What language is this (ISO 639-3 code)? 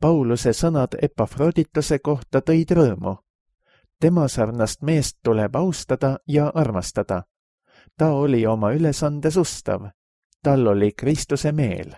est